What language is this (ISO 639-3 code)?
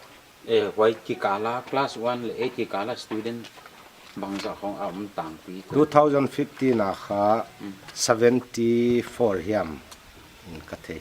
pck